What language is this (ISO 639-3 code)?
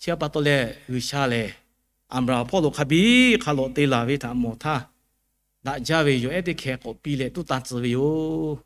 lhu